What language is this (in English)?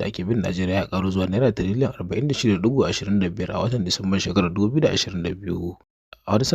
Hausa